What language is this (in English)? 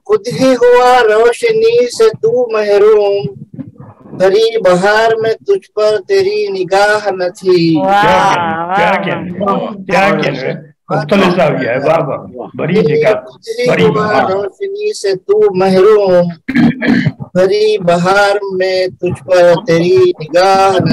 Urdu